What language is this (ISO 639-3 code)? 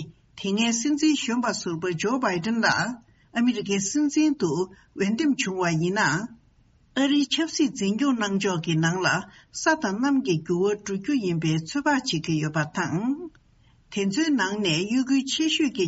bod